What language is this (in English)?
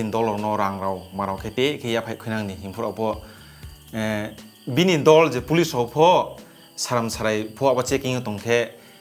Riang (India)